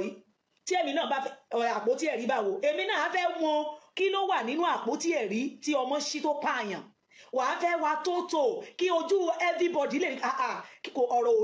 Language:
Yoruba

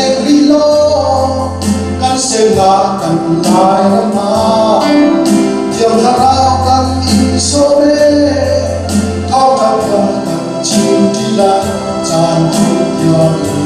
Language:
Hakha Chin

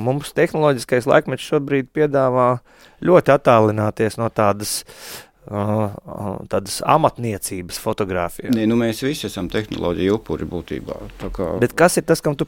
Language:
Latvian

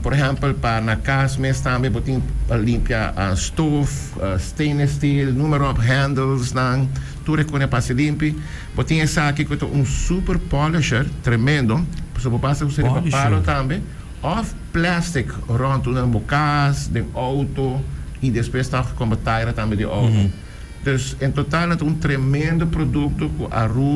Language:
Papiamento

